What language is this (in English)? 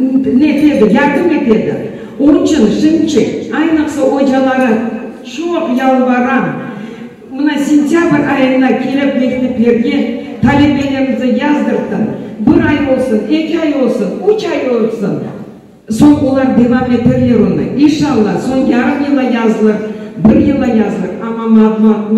Crimean Tatar